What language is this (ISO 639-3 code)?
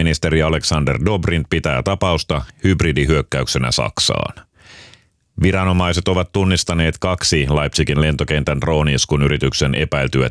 fin